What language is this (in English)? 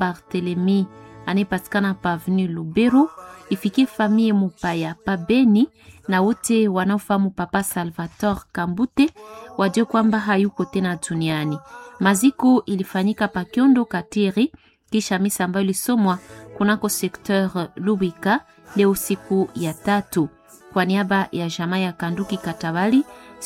Swahili